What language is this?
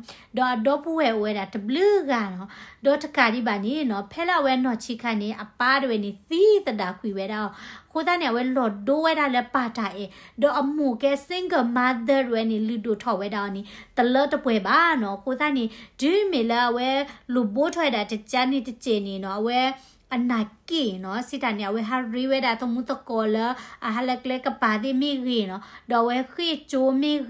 S'gaw Karen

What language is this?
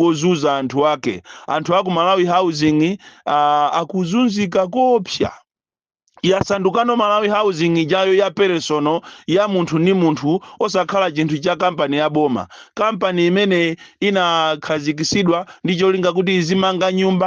Nyanja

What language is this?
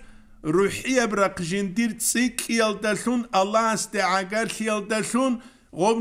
Avaric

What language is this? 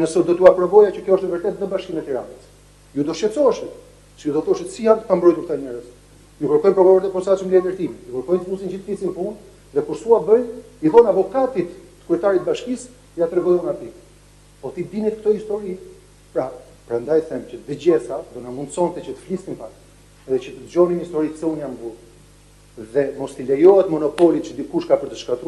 Albanian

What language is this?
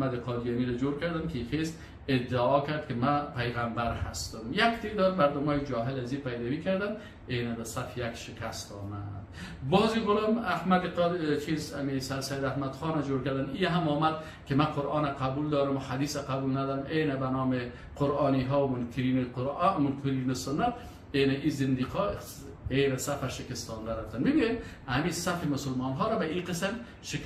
Persian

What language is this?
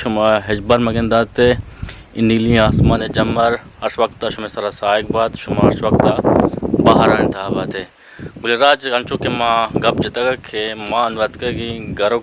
Eastern Balochi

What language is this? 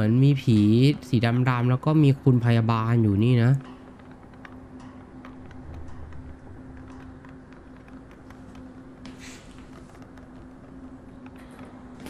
Thai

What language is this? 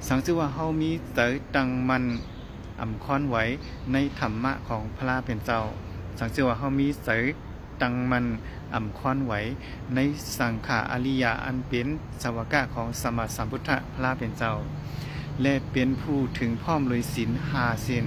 Shan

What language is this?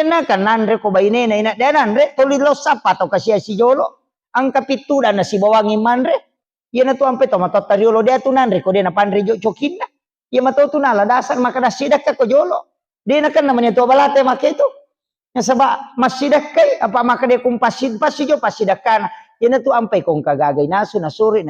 Buginese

